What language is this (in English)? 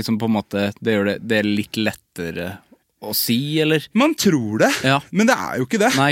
Norwegian